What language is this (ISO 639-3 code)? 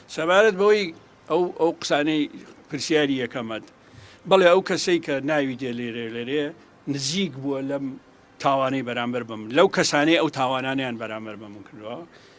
ckb